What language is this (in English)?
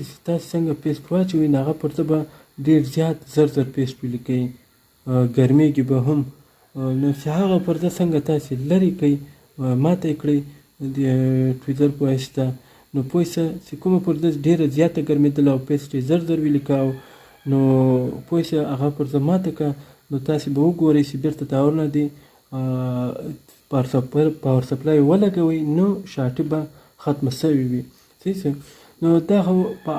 Pashto